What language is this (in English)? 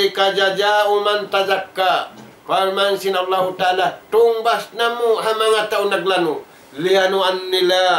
Tausug